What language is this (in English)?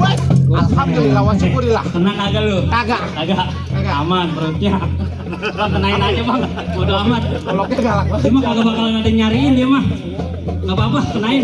Betawi